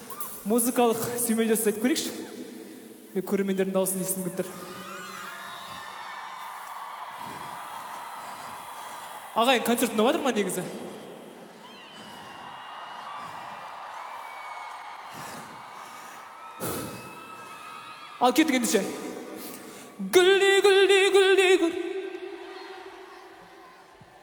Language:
Kazakh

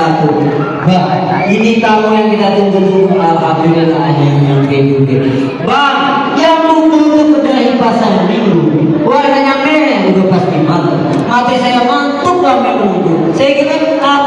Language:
Betawi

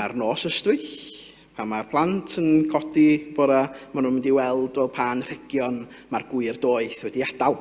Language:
Welsh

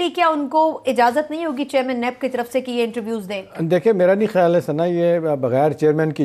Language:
Urdu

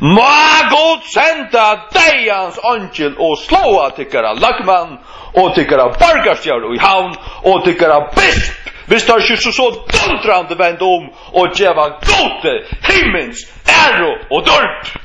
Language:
Faroese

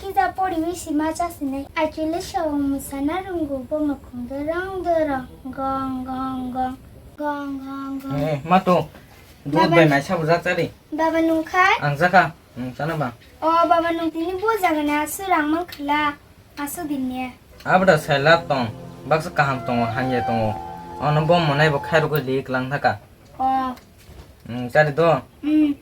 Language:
Kok Borok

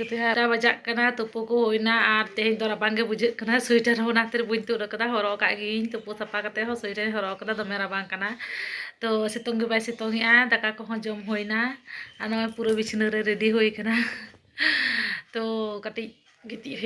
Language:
Santali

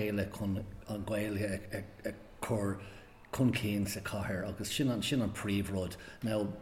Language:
Irish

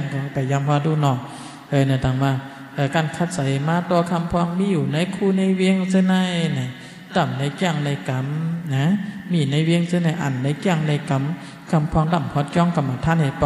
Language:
Shan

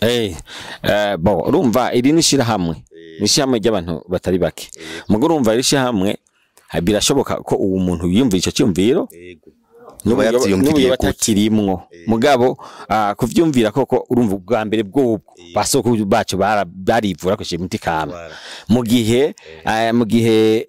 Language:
Rundi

